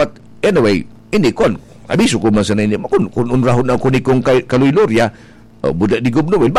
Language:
Bikol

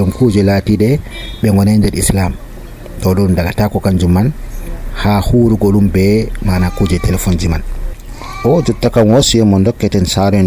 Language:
Nigerian Fulfulde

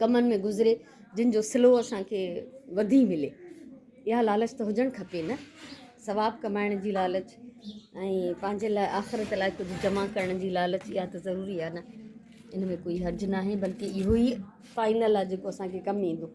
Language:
Sindhi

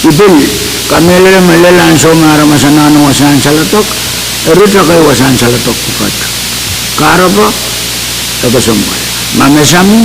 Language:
Pohnpeian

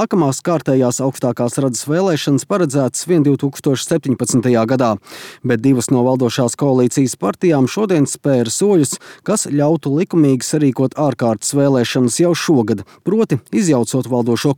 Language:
Latvian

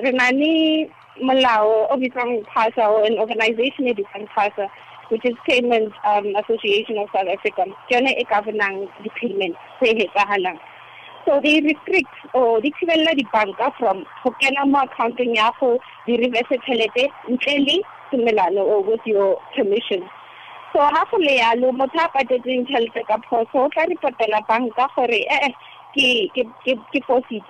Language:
Tswana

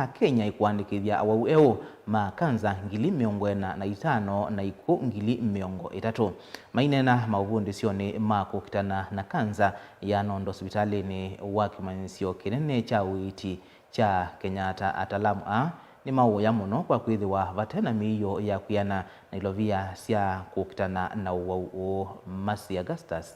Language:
Kamba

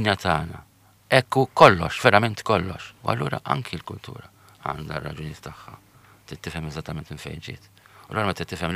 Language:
Maltese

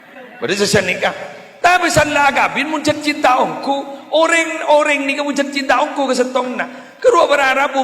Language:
Madurese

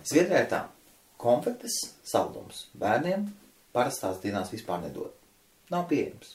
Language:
Latvian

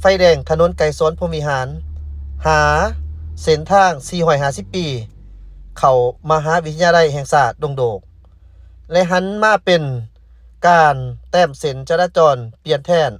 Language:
Lao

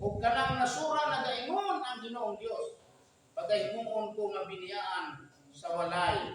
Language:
Cebuano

